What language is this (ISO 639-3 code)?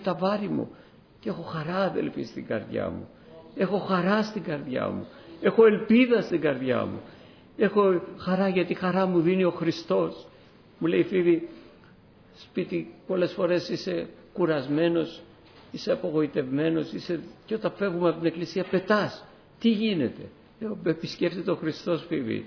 ell